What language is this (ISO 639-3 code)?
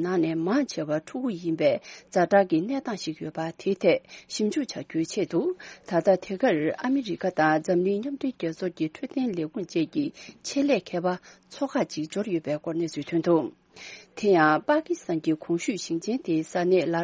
bod